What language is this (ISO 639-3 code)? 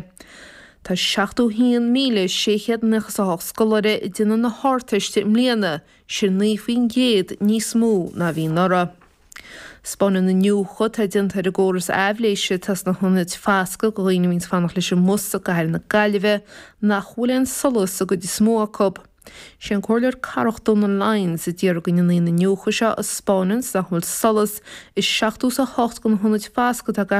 gle